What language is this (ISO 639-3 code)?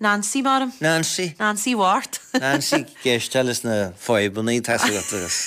gle